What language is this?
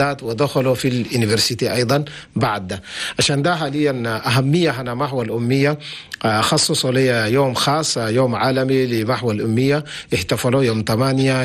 Chadian Arabic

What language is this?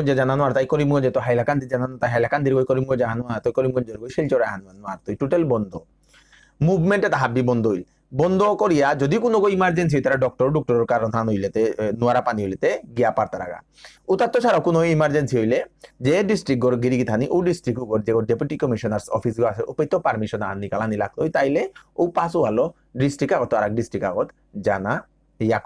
Bishnupriya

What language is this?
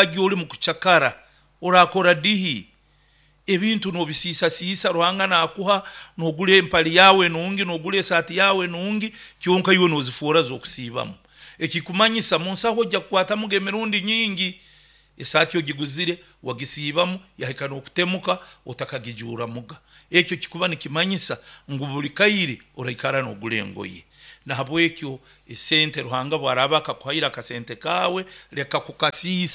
Nyankole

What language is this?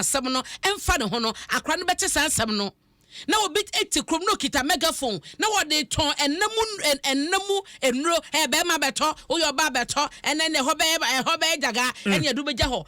Akan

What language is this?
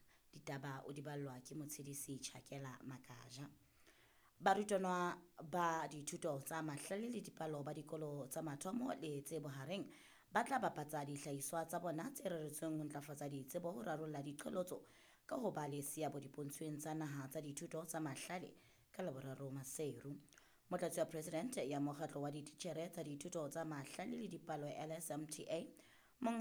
Southern Sotho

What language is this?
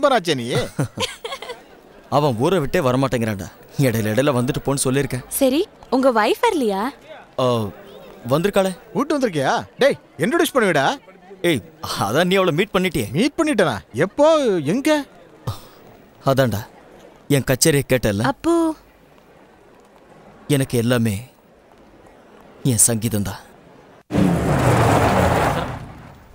Tamil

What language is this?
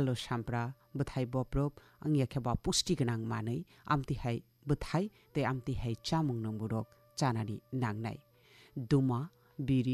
Kok Borok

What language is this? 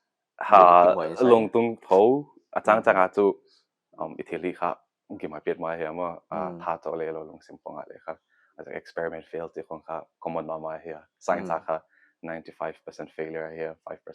Paite Chin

